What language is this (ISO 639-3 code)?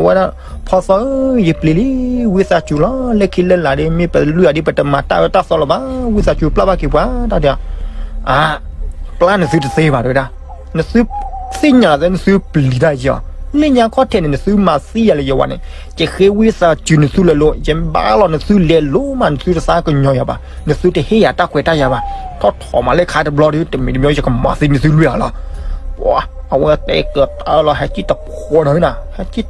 ksw